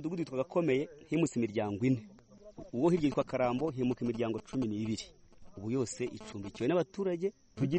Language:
Kinyarwanda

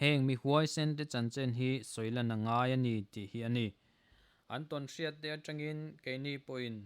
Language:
Mizo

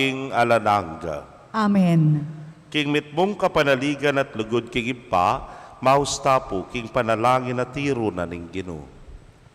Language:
Pampanga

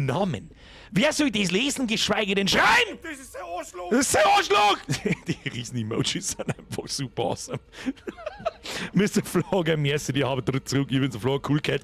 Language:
Bavarian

